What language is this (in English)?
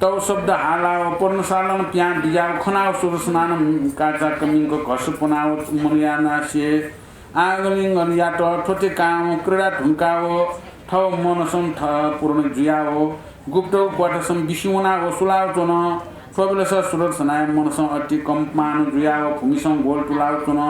Newari